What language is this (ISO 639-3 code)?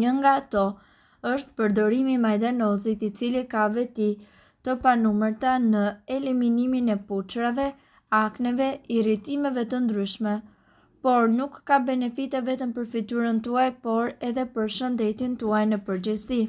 sqi